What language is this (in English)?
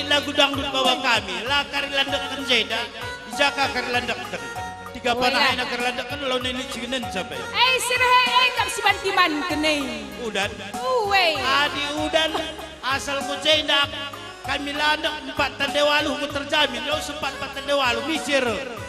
Batak Karo